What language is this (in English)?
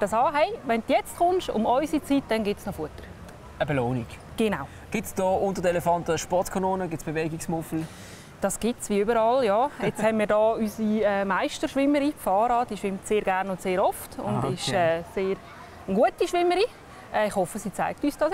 Swiss German